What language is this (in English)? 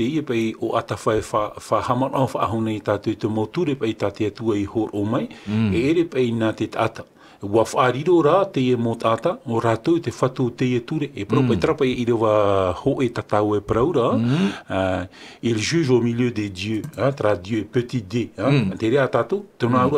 Tahitian